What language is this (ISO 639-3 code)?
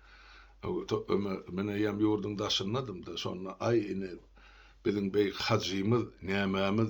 tuk